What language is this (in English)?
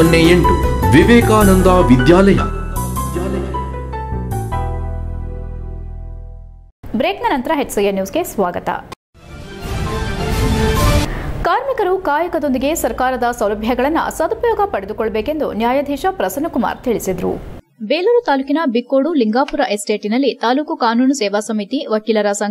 Kannada